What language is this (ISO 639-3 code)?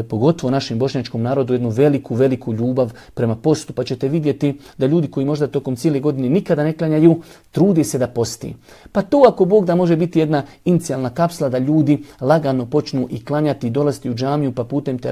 bos